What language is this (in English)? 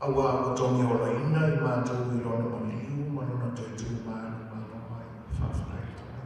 Samoan